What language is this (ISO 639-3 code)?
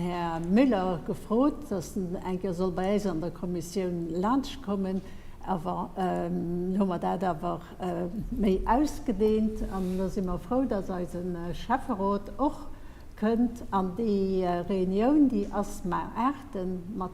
ltz